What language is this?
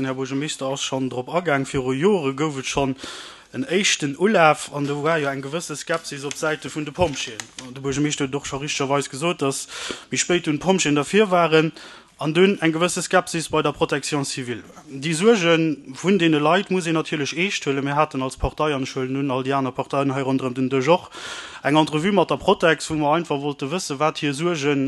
Luxembourgish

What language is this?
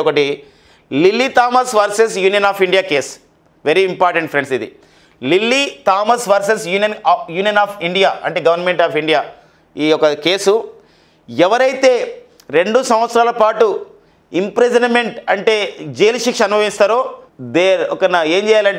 Telugu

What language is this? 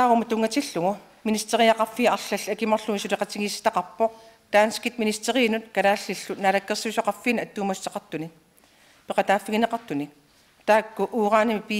Kalaallisut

